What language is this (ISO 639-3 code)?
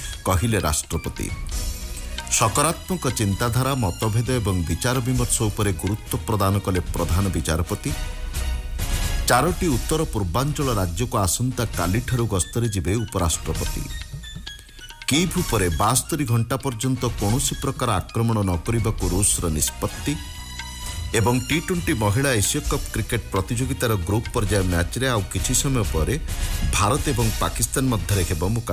ori